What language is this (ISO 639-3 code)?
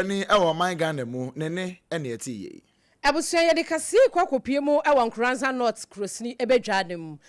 aka